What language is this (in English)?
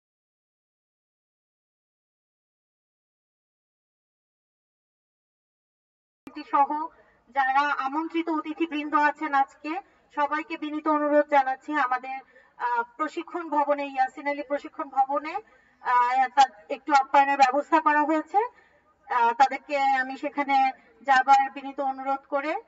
Bangla